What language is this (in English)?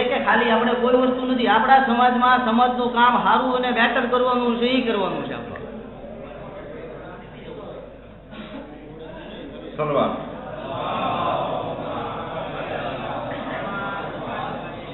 Gujarati